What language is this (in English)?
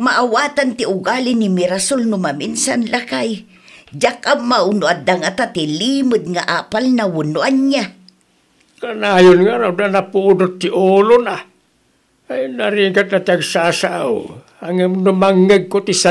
Iloko